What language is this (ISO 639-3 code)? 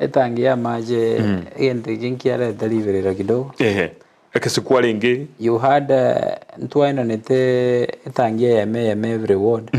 guz